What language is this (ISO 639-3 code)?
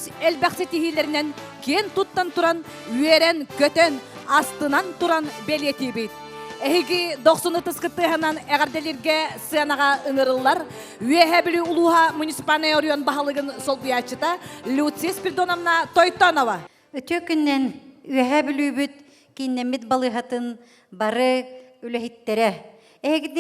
sah